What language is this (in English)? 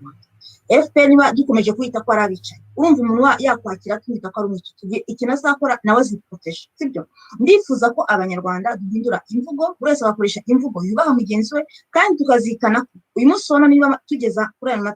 Kinyarwanda